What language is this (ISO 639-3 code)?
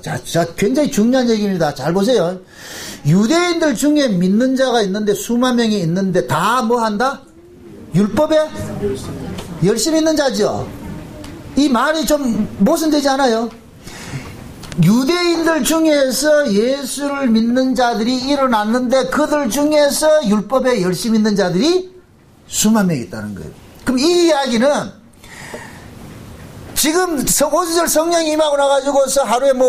kor